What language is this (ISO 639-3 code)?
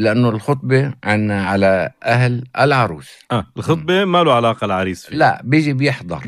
apc